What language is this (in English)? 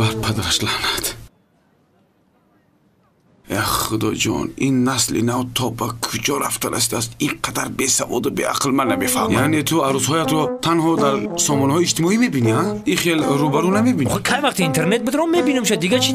Persian